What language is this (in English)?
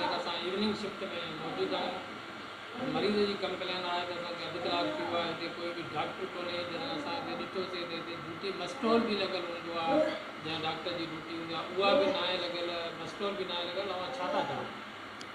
Sindhi